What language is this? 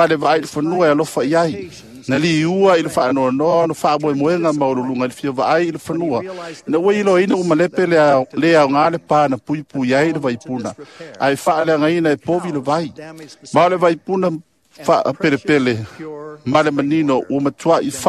Samoan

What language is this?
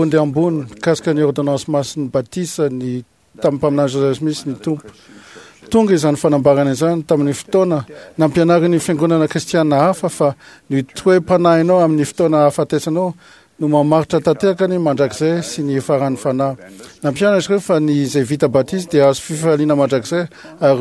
Malagasy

